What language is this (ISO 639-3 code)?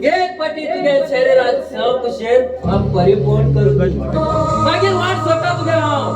kok